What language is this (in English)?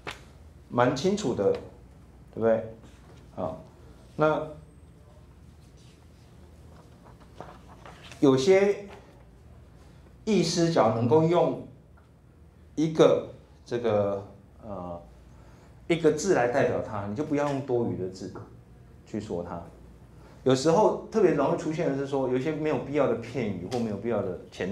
Chinese